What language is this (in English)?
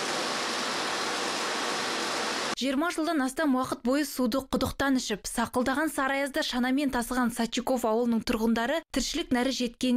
Kazakh